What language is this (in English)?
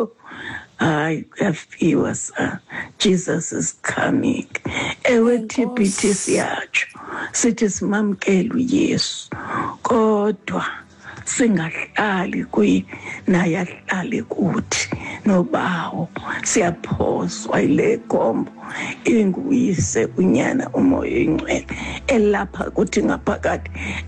Xhosa